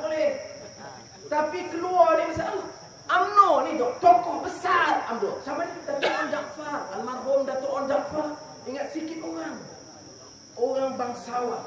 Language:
Malay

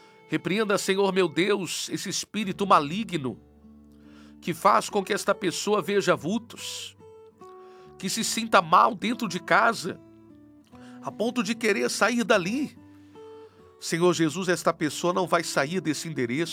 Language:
Portuguese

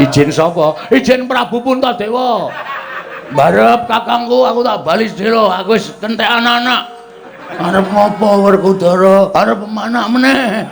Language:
Javanese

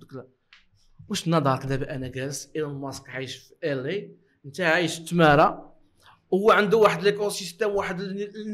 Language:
Moroccan Arabic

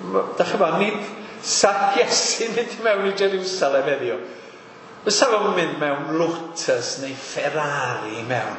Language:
Welsh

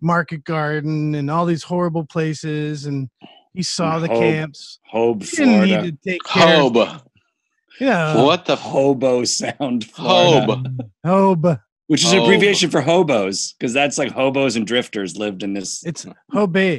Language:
English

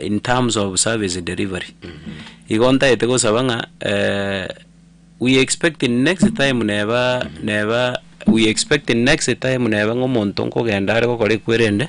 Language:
Gusii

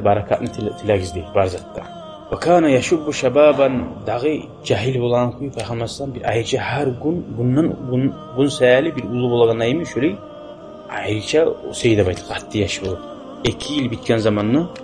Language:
Kumyk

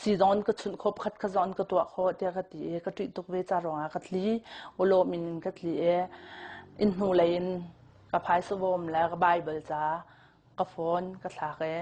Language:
Hakha Chin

